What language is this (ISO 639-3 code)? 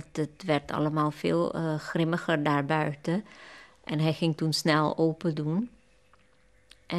nld